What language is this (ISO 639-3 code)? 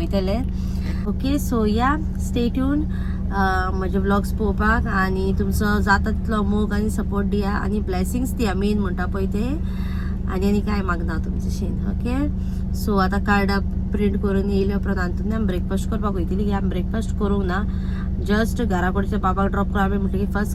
kok